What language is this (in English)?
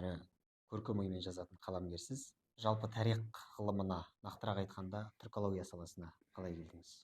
Kazakh